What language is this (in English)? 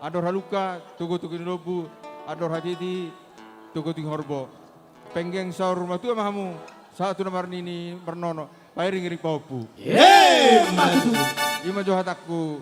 Batak Simalungun